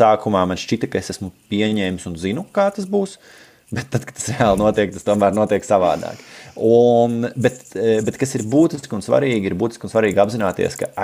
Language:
Latvian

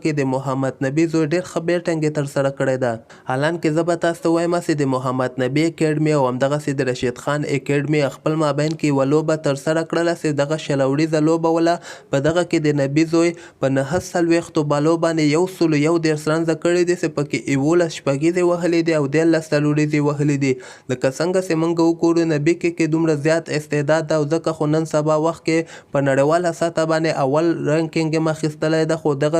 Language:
Pashto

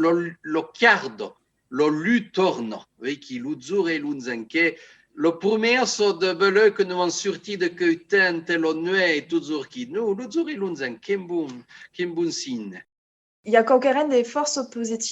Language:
Occitan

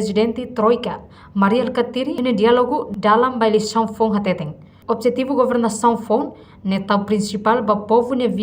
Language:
Tetum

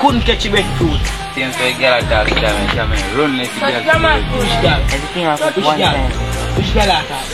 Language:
Jamaican Creole English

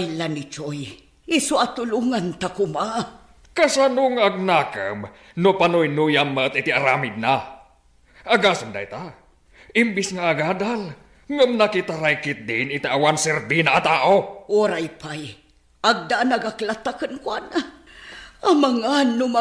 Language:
Iloko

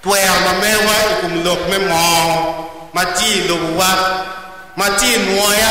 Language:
Acoli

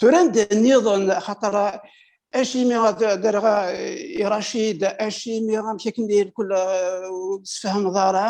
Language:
Kabyle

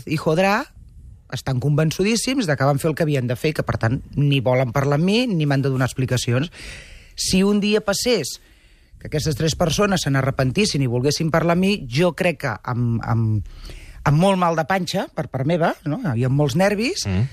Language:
Catalan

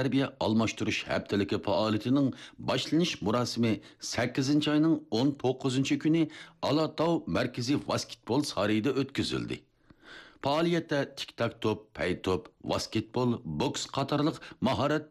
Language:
Uyghur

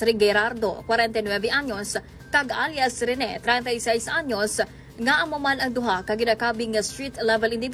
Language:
Hiligaynon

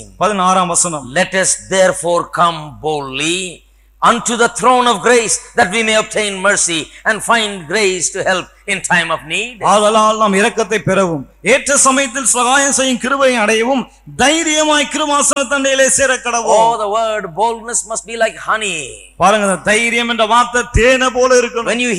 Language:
Tamil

